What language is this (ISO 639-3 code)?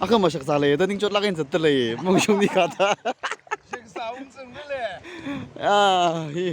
nmf